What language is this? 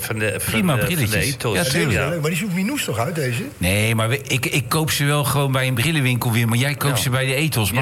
Dutch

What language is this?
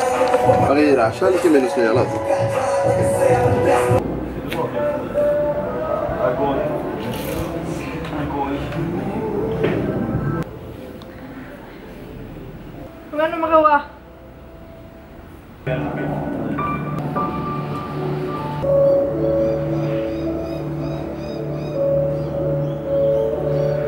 Swedish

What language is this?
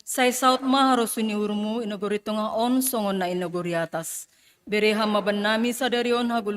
Batak Simalungun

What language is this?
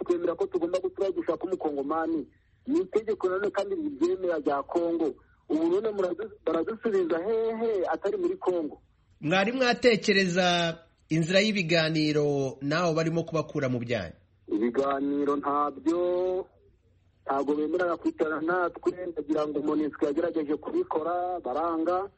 Kinyarwanda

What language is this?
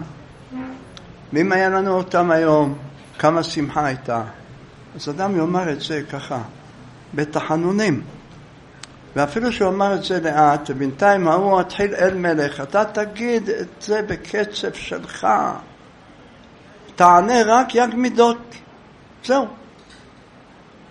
Hebrew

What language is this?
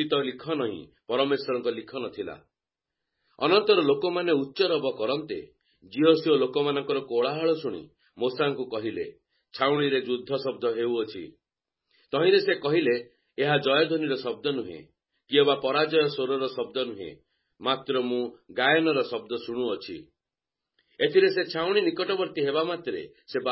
Odia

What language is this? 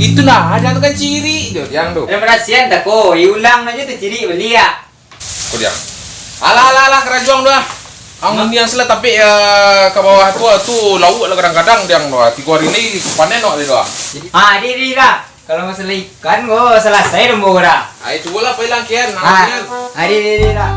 Minangkabau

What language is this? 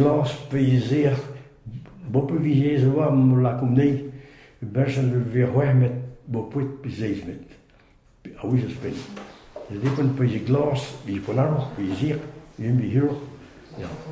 Breton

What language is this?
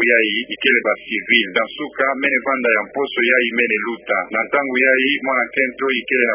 Kituba (Democratic Republic of Congo)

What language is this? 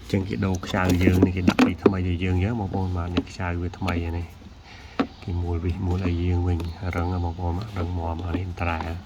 Khmer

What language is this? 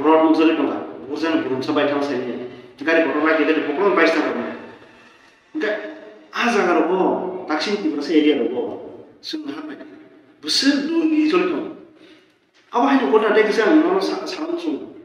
Kok Borok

